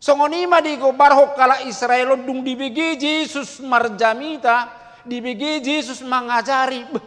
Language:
Batak Toba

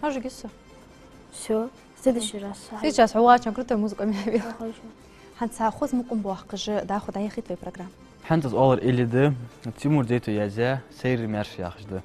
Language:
Ingush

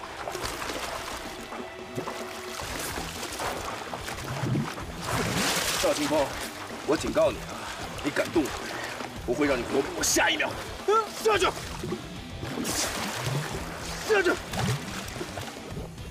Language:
Chinese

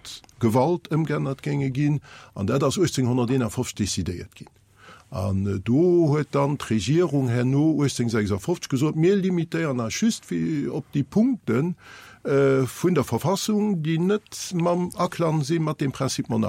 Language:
Luxembourgish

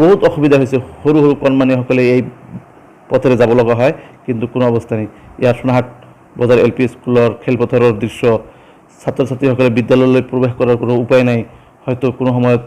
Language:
Assamese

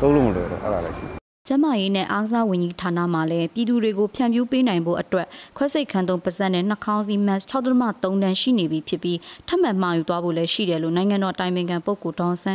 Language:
Burmese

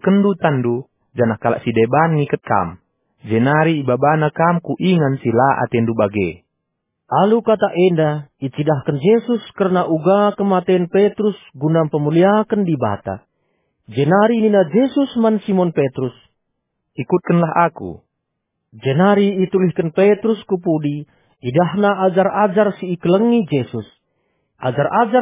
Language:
Batak Karo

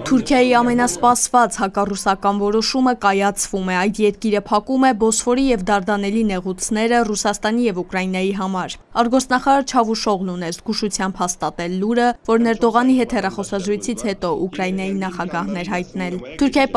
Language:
Armenian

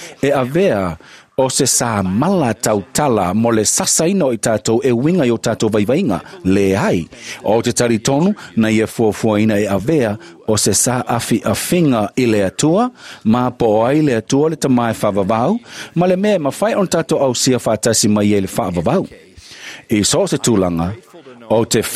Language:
Samoan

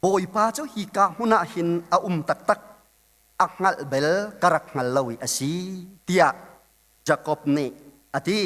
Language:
Hakha Chin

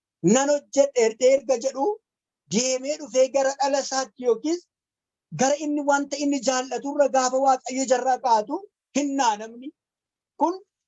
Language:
Oromo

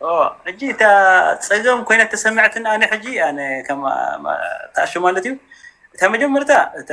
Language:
Tigrinya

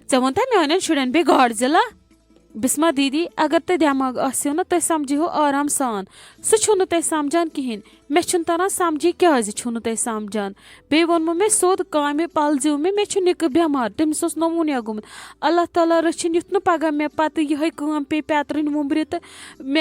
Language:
Kashmiri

